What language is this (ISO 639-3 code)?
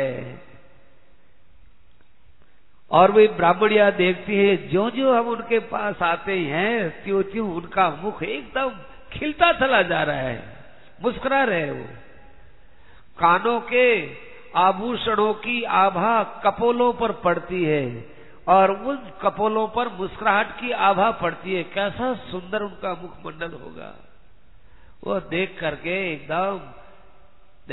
hin